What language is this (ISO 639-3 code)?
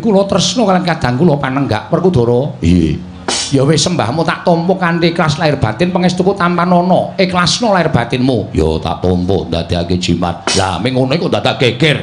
jav